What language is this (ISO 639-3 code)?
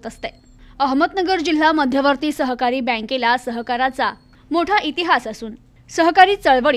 mar